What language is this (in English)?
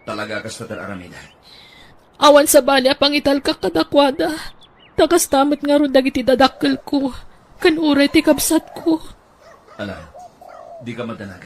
Iloko